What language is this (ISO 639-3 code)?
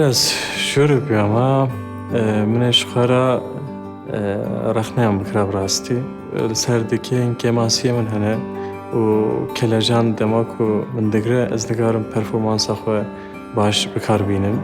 kur